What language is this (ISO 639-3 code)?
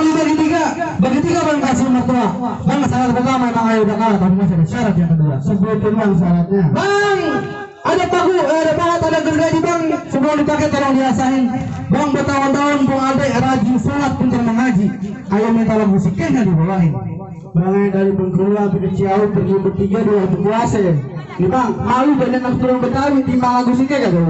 bew